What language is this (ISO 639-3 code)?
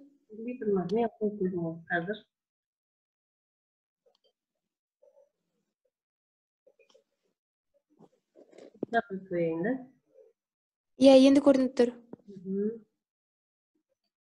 kaz